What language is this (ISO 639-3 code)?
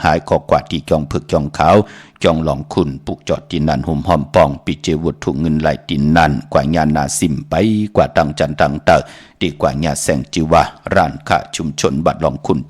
shn